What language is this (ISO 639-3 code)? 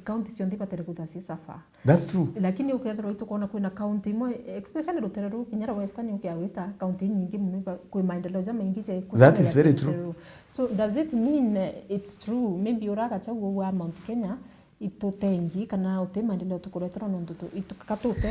mer